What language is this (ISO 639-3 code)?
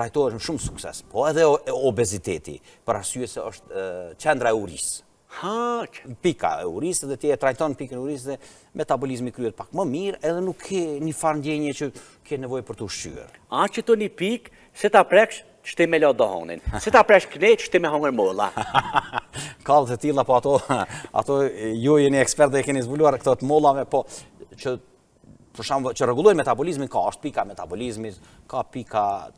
sqi